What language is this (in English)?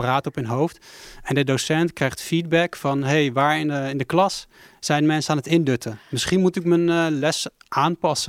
Dutch